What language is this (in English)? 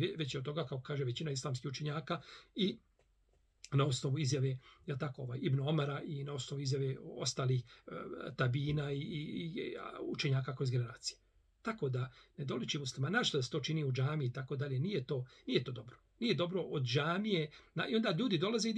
Bosnian